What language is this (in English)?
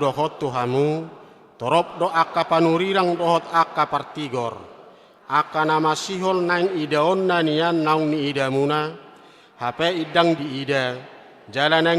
Batak Toba